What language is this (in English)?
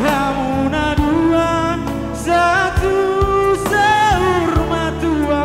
Batak Toba